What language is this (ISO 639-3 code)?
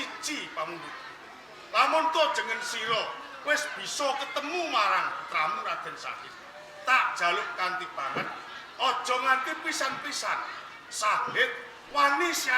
jav